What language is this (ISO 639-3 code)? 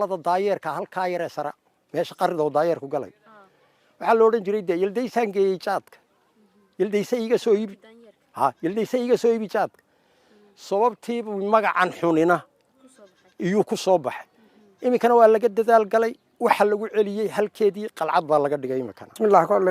som